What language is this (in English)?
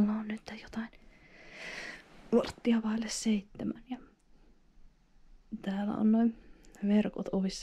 Finnish